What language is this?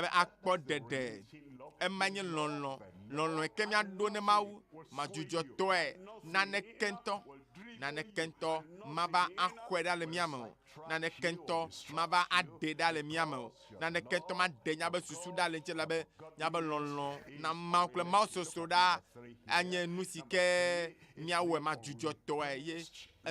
Ewe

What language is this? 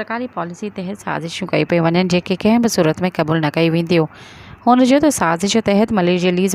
Sindhi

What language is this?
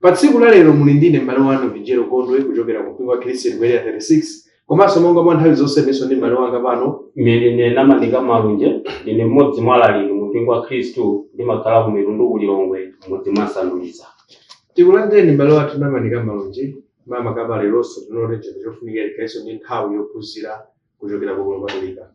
Nyanja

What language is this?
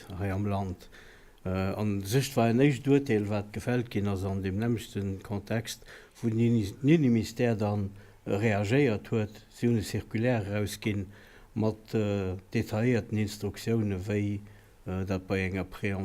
Luxembourgish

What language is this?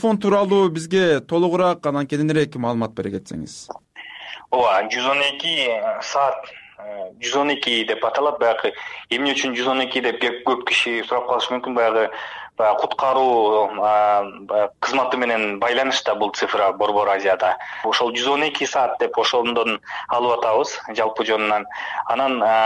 Kyrgyz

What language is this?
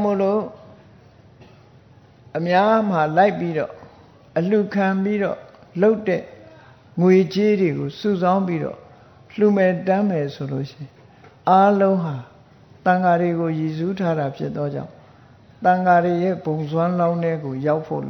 Burmese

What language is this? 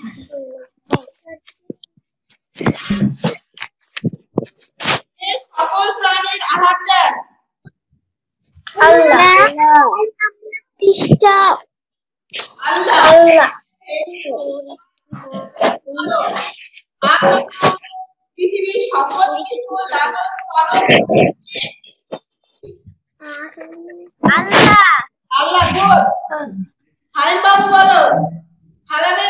Bangla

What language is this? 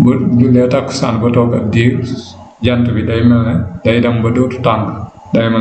Wolof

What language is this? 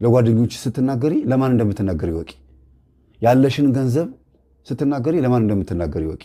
Amharic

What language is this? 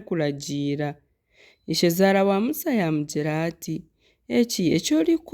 Nyankole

